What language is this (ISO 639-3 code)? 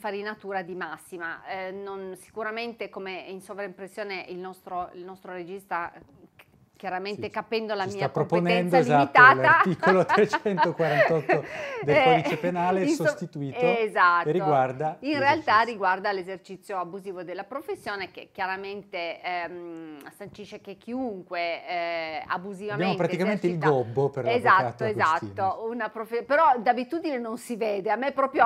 ita